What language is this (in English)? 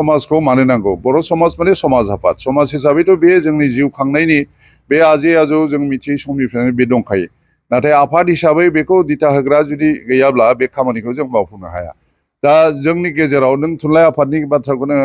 Bodo